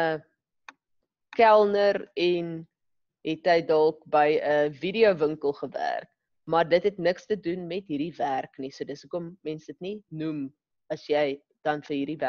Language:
Afrikaans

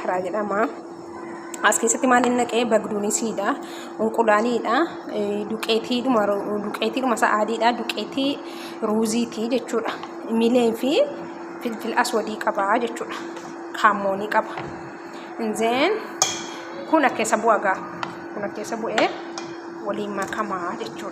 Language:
Oromo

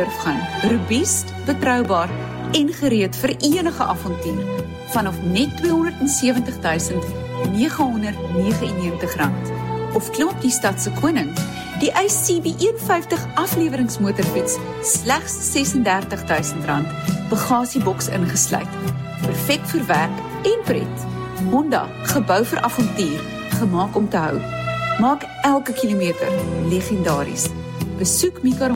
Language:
Afrikaans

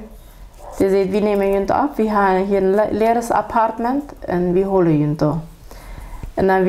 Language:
Plautdietsch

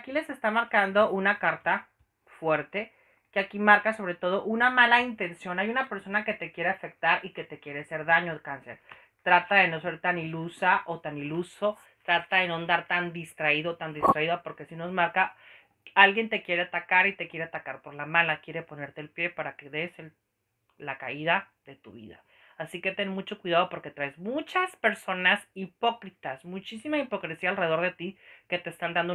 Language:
Spanish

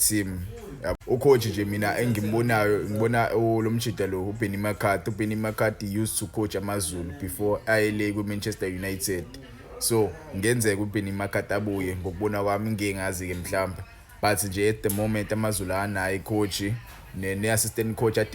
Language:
Zulu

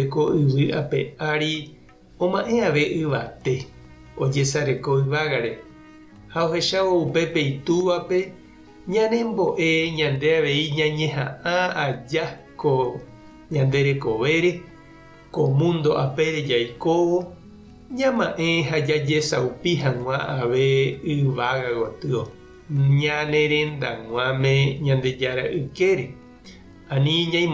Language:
Guarani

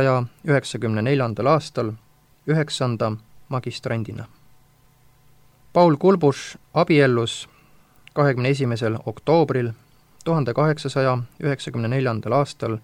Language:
Estonian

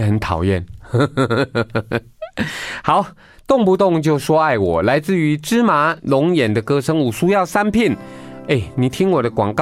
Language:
Min Nan Chinese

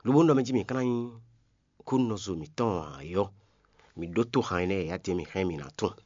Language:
Fon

